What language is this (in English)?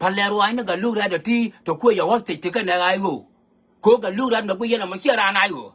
Nuer